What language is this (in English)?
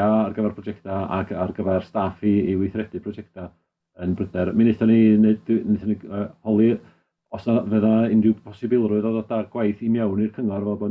Welsh